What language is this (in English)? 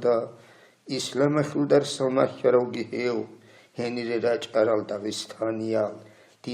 Avaric